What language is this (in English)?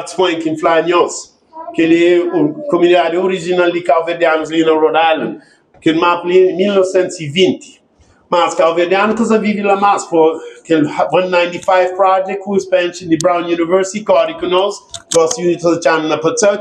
Kabuverdianu